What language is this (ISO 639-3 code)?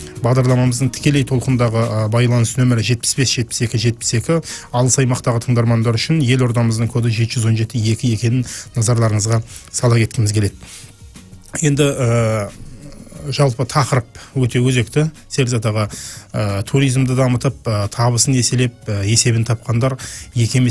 kaz